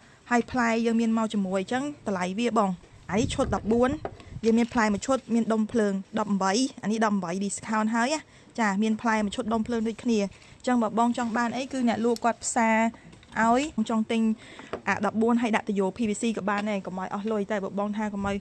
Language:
Khmer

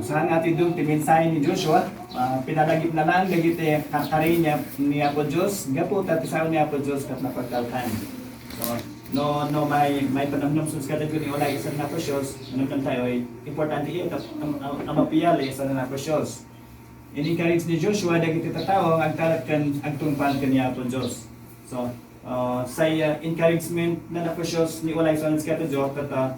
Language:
Iloko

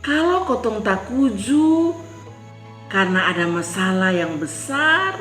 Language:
Kupang Malay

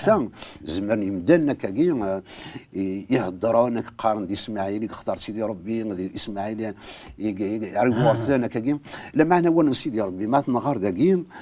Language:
Kabyle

